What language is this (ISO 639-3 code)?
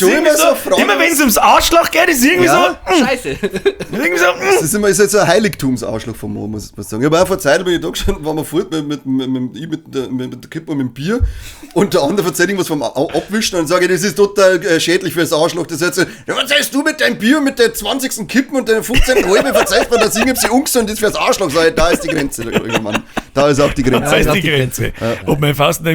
bar